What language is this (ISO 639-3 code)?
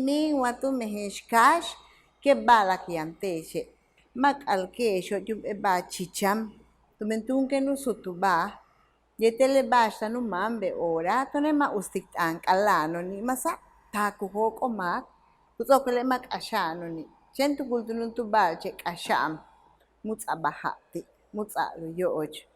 yua